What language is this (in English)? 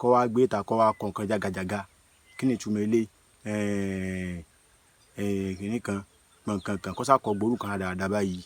Yoruba